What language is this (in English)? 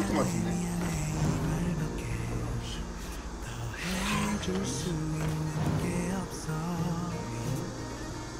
Korean